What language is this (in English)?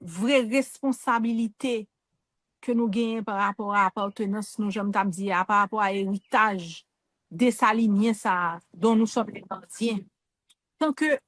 Haitian Creole